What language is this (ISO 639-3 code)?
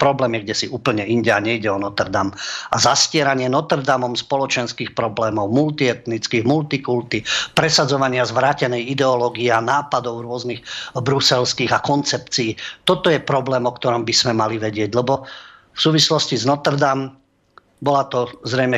slk